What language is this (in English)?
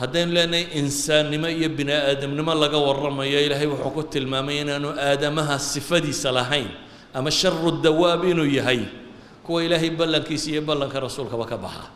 Somali